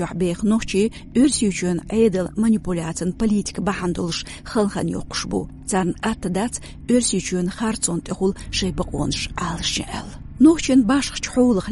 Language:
Chechen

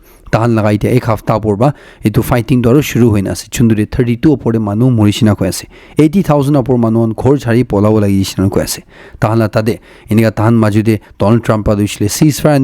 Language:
Naga Pidgin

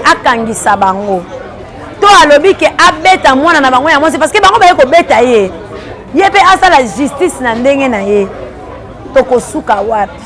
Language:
Lingala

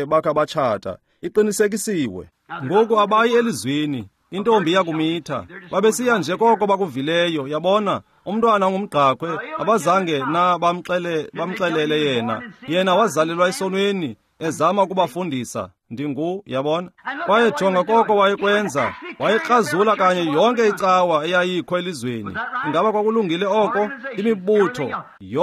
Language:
Xhosa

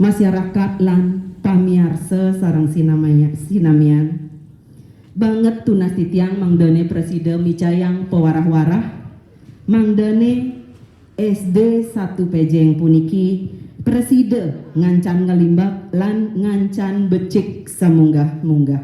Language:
Balinese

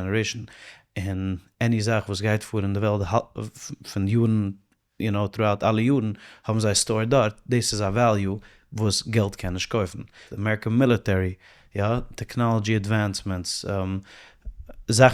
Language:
Yiddish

